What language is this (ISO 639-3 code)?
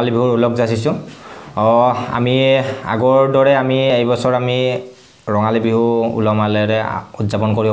asm